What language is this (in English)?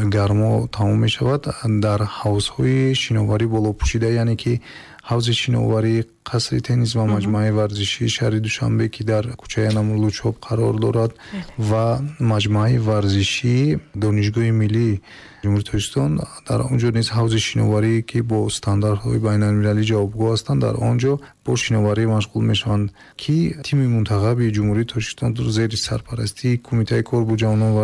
Tajik